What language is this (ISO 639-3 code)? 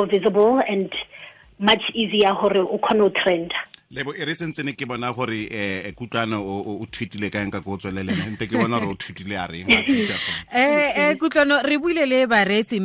tsn